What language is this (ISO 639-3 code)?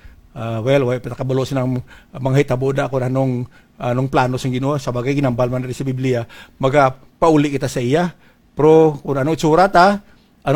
hil